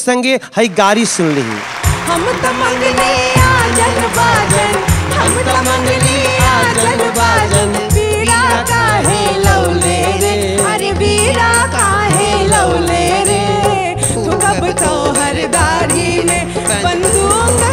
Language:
Bhojpuri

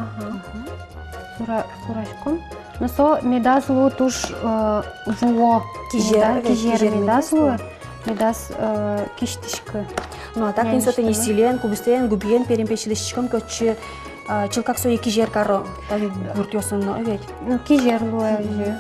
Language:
Udmurt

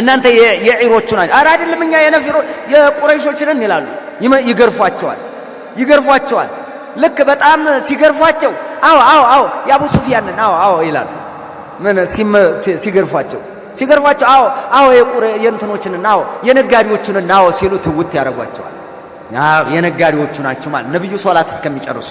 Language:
Amharic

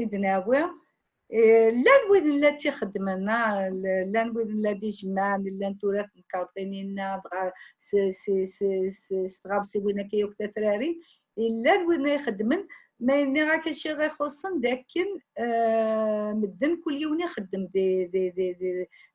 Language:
Kabyle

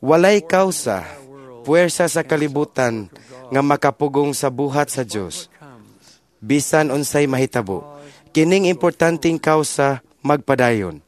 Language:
Cebuano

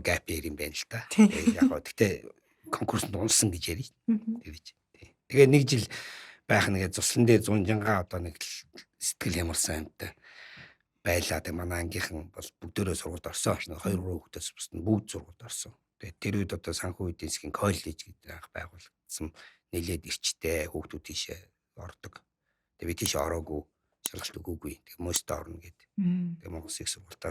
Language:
Mongolian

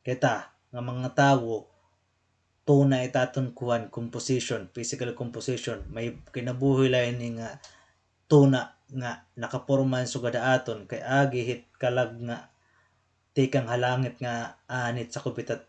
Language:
Waray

